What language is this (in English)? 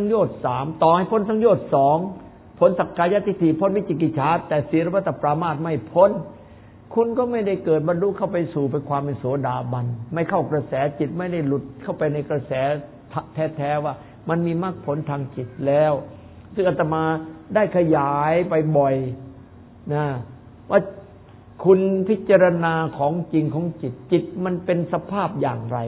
Thai